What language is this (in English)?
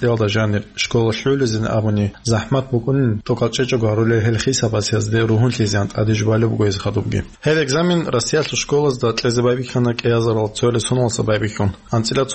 Avaric